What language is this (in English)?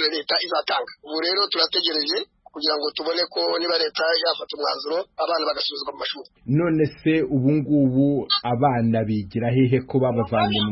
Kinyarwanda